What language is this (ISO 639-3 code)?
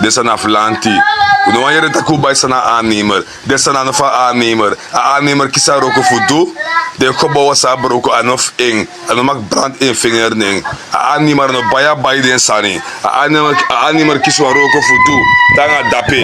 srn